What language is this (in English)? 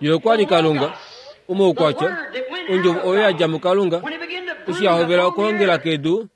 Kuanyama